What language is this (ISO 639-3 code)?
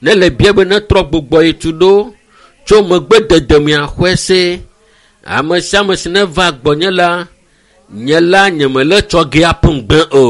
ewe